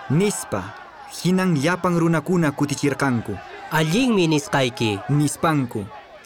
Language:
Quechua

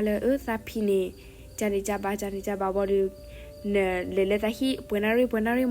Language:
S'gaw Karen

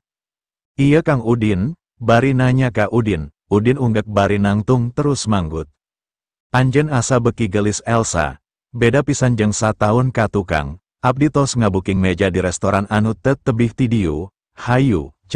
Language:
Sundanese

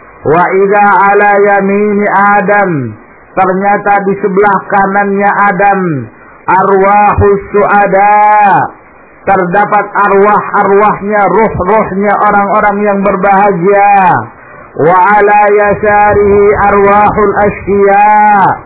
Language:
Indonesian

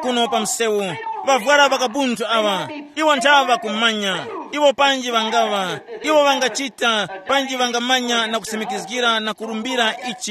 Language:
Tumbuka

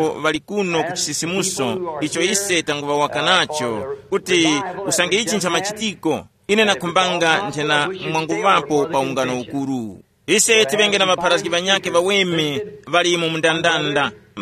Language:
Tumbuka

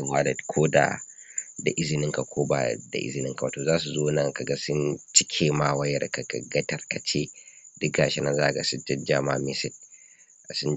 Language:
Hausa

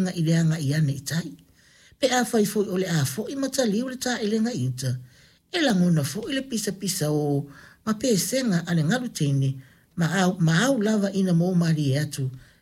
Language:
Samoan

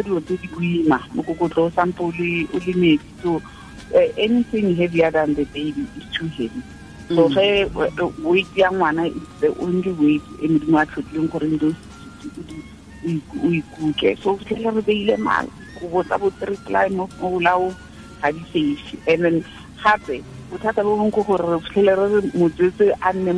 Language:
Tswana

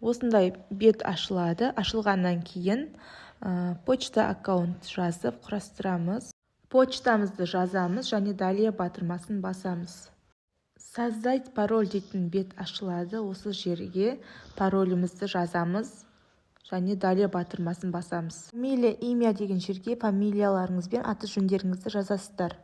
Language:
Kazakh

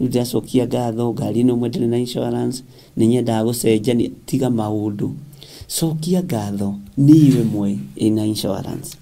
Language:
Kikuyu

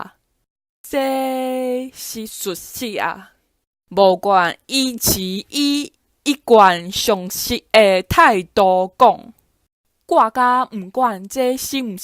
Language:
Min Nan Chinese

